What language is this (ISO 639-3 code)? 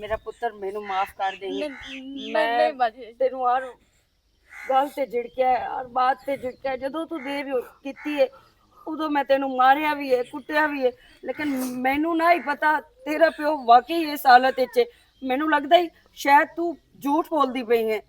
lah